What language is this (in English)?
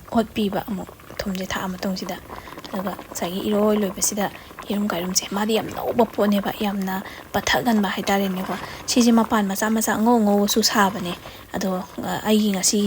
Manipuri